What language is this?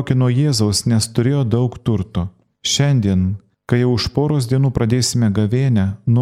Lithuanian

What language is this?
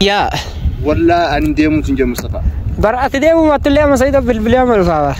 Oromo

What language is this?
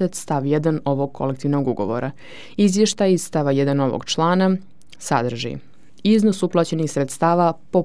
Serbian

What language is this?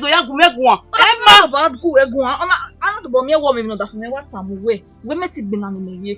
Bini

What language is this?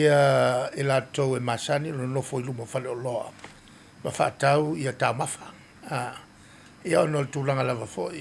Samoan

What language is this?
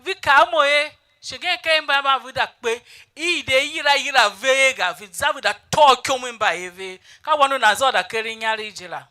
Tiv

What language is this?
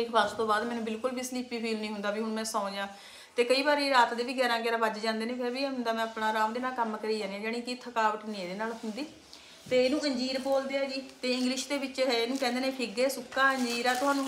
Punjabi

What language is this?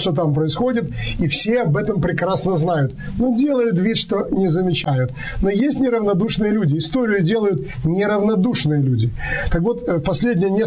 Russian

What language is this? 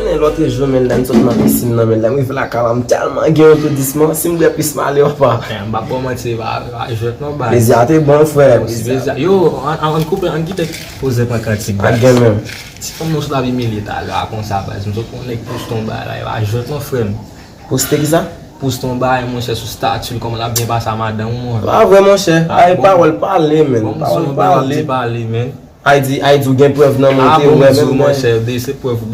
Haitian Creole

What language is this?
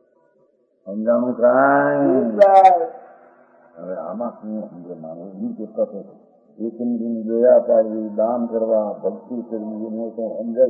Gujarati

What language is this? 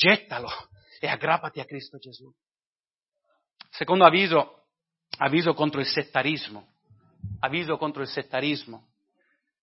Italian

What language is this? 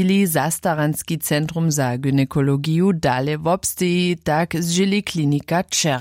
Upper Sorbian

